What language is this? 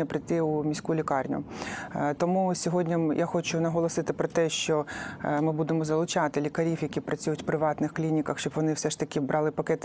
Ukrainian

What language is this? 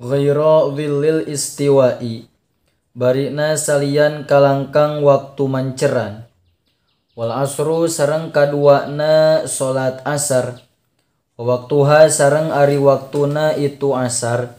Sundanese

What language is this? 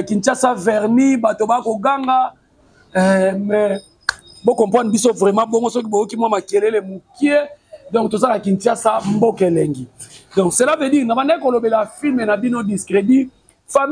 Lingala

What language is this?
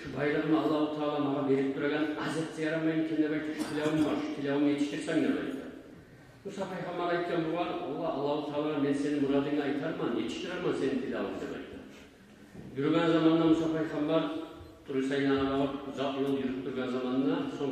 Kumyk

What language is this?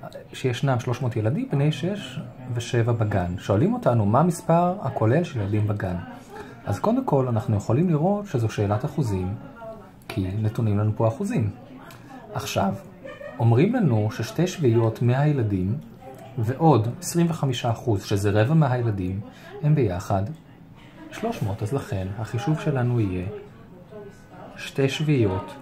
Hebrew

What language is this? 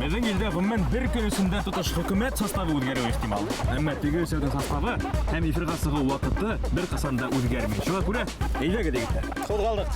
Bashkir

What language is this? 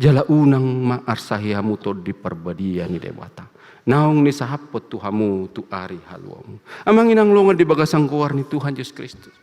Batak Toba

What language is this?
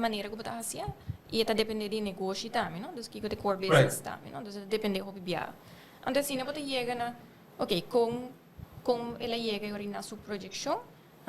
Papiamento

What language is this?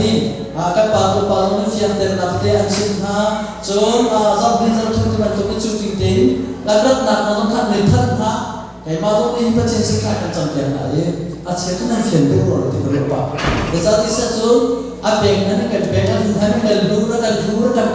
Hakha Chin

